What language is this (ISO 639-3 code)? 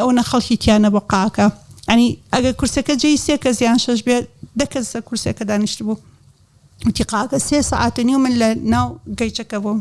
ckb